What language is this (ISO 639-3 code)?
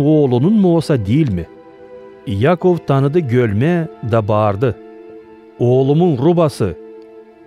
gag